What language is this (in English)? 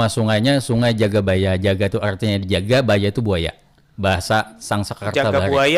Banjar